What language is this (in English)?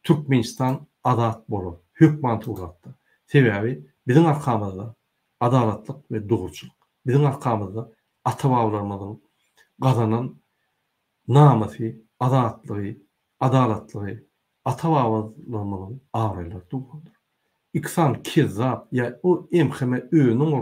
Turkmen